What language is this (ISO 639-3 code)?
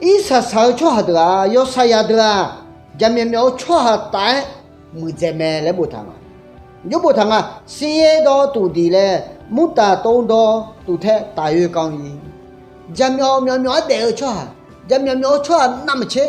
ahk